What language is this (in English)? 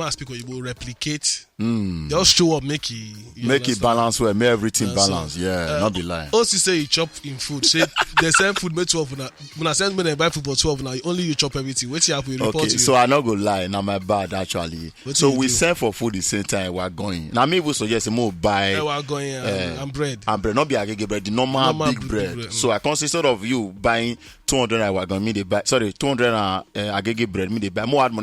Nigerian Pidgin